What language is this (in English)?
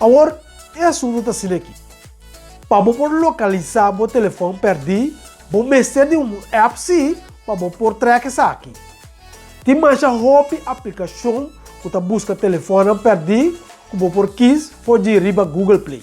Papiamento